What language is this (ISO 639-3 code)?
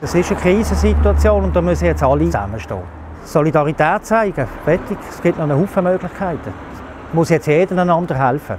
gsw